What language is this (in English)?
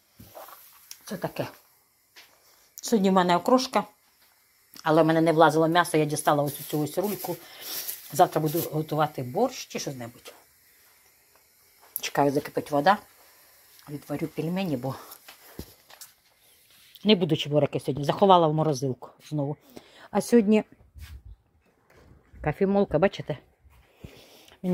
Ukrainian